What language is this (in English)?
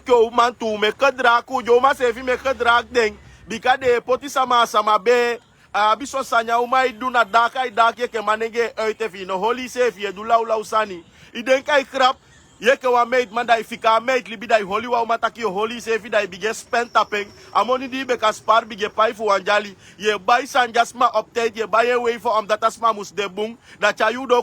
Sranan Tongo